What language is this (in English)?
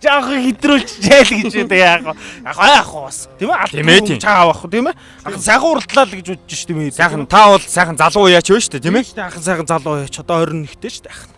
Mongolian